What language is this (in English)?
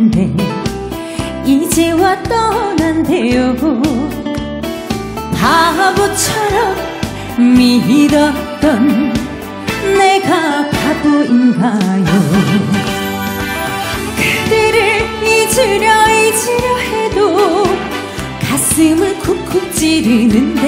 Korean